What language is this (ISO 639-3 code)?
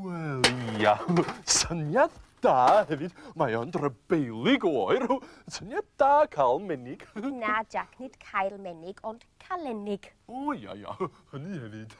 cym